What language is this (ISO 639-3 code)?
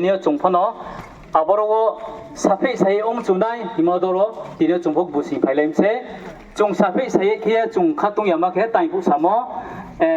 ria